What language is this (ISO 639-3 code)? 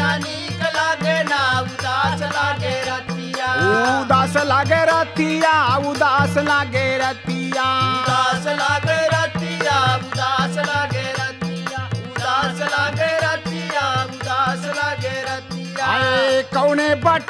bho